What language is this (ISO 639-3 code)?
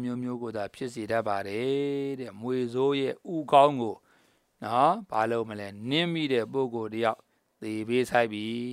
mya